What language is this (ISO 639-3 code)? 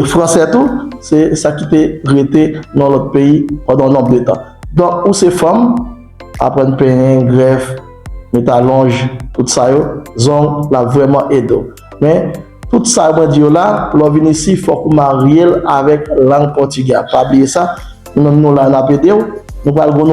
hat